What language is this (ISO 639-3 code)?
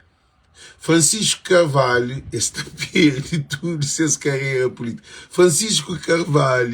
kea